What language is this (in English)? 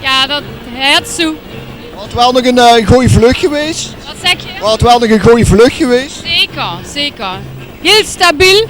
Limburgish